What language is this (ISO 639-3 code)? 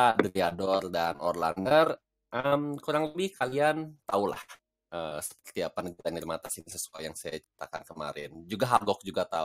ind